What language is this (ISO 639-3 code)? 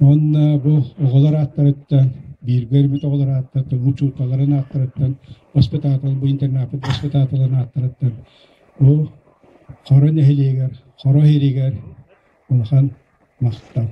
sah